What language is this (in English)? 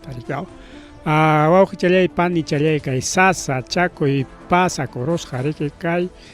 Ayacucho Quechua